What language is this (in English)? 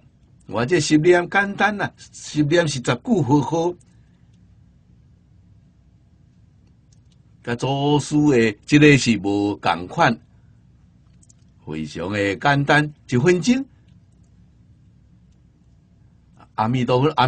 Min Nan Chinese